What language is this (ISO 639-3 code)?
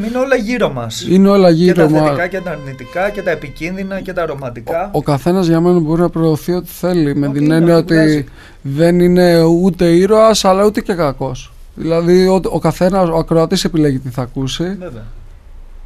ell